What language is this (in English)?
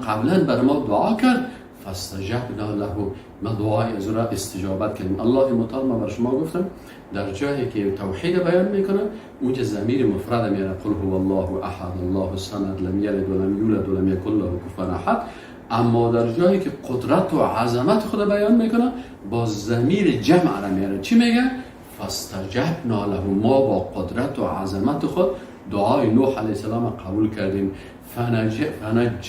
Persian